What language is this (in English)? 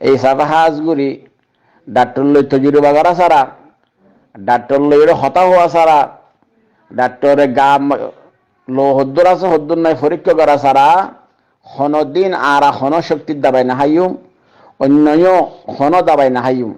Rohingya